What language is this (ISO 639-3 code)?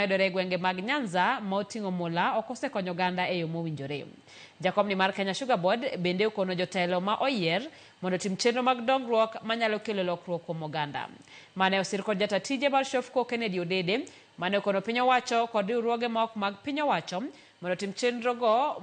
luo